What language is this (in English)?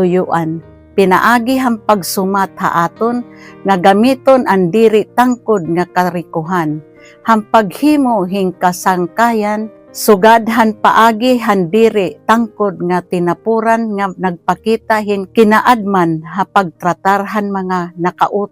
Waray